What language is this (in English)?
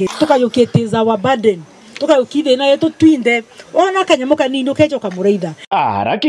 Meru